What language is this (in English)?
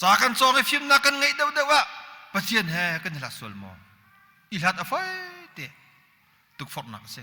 Hakha Chin